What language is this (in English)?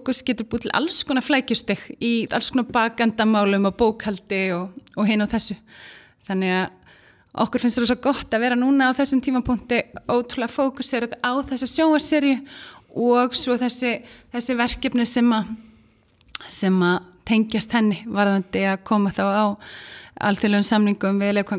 Icelandic